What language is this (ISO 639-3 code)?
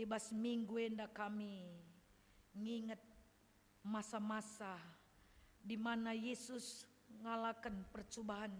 btx